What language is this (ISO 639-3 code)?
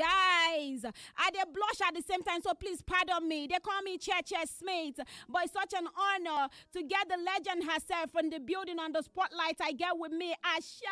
pcm